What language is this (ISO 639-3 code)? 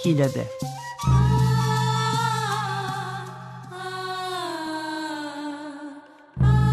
srp